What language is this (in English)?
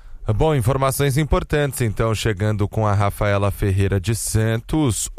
Portuguese